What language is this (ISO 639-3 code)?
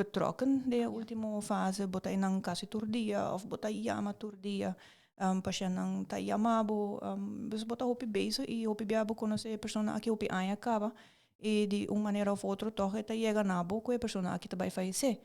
pap